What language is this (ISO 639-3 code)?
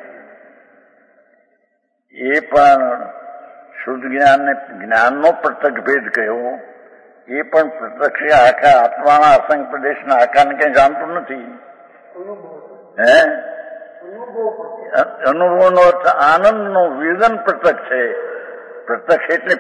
guj